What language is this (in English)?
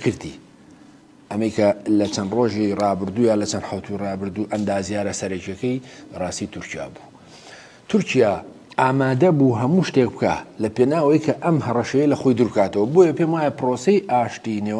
Central Kurdish